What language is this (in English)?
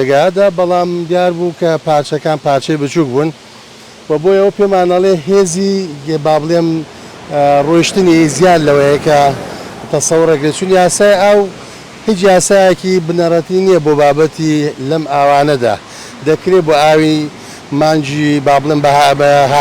Central Kurdish